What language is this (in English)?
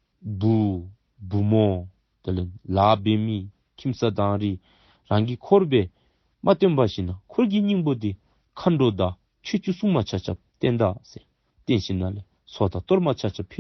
Dzongkha